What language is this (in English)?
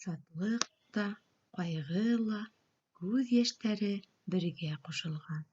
Bashkir